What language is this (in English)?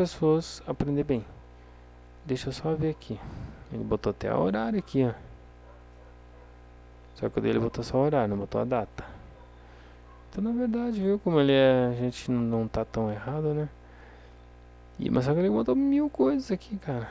Portuguese